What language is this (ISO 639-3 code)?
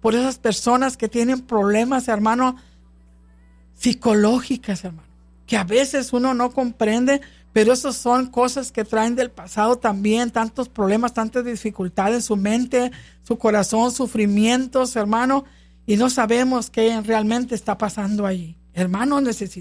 spa